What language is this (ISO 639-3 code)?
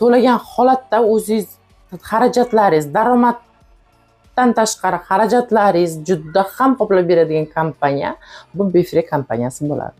uzb